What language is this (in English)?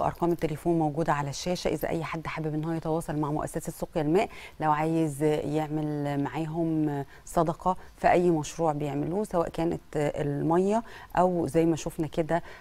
Egyptian Arabic